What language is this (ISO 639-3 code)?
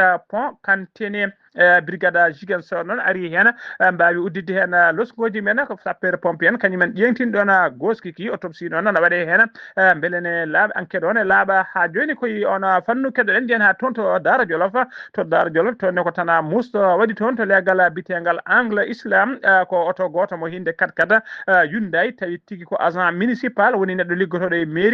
ful